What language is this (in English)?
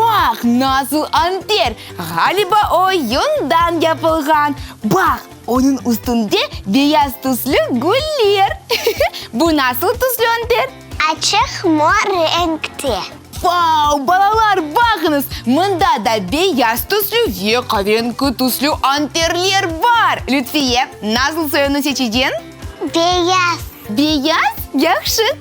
Crimean Tatar